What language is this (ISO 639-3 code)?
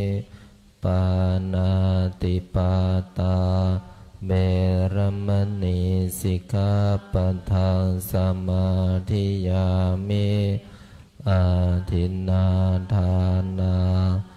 pli